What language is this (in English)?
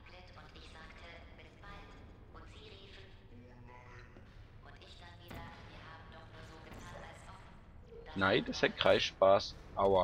Swiss German